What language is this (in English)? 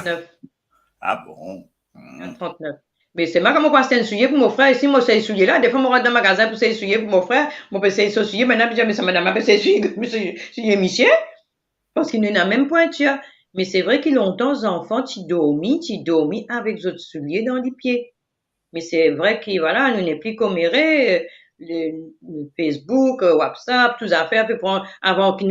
Morisyen